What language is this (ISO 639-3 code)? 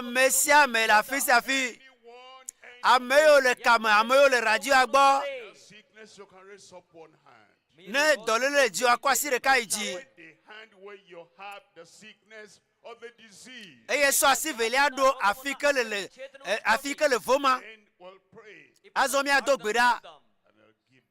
ewe